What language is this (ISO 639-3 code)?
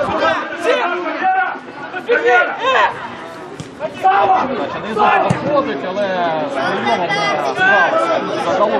ukr